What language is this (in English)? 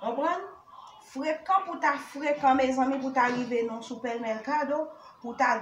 Haitian Creole